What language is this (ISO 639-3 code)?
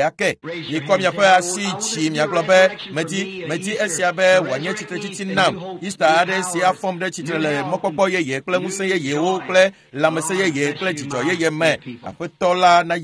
ewe